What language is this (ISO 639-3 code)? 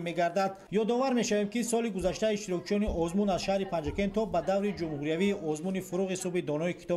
tgk